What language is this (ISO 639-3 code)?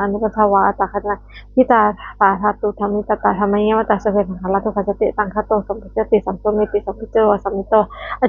pli